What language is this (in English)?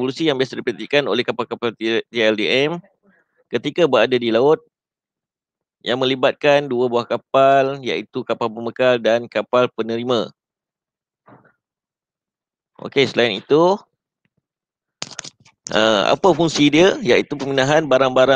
Malay